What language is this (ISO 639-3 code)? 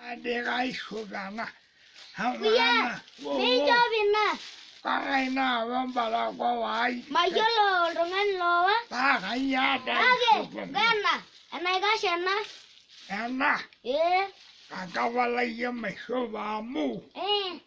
mas